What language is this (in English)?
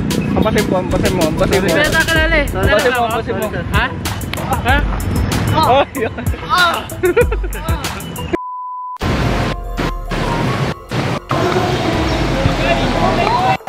Filipino